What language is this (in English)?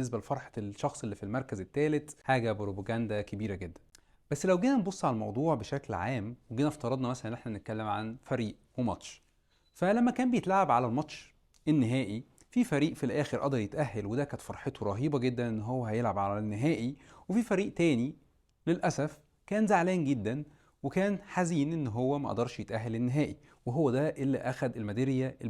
Egyptian Arabic